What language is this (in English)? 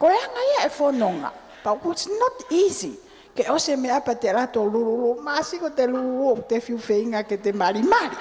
Tongan